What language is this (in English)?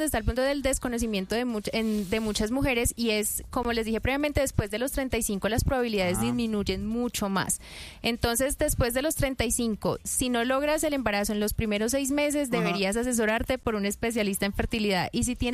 Spanish